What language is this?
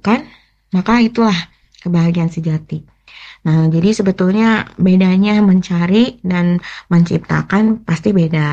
Indonesian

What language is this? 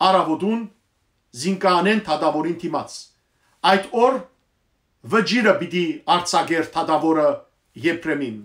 Western Armenian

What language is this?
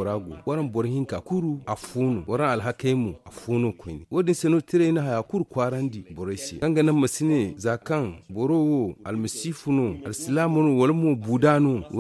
Zarma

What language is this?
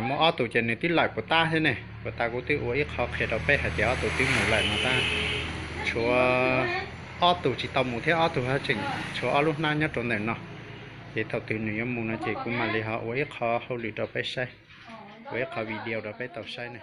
Hmong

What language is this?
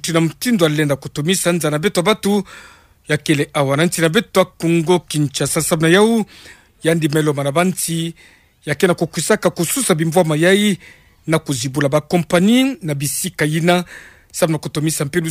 Kituba (Democratic Republic of Congo)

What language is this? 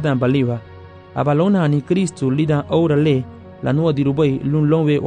Garifuna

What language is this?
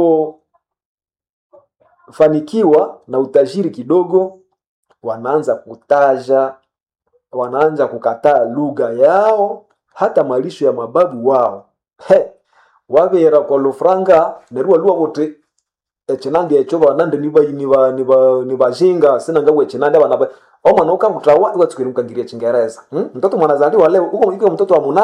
Swahili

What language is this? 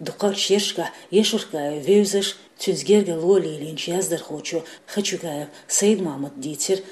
Chechen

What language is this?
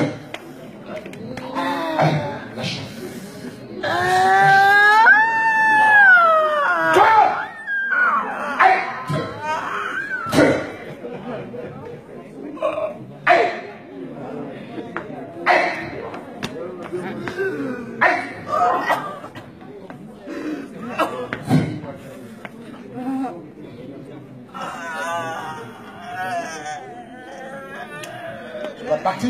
French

